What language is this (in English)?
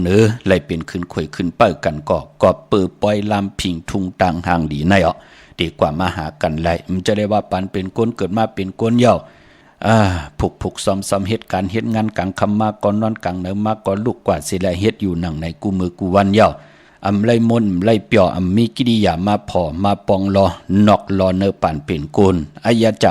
Shan